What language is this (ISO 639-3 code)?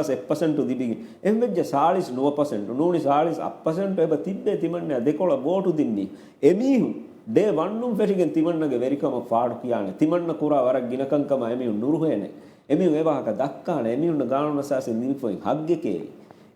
div